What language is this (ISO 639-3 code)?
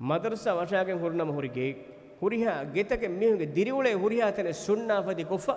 div